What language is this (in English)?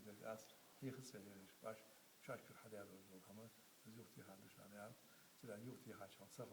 Ingush